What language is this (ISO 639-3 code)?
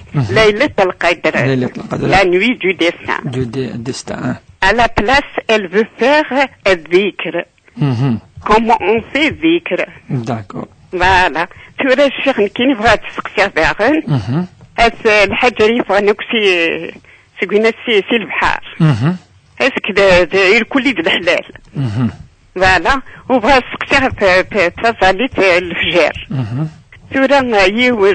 kab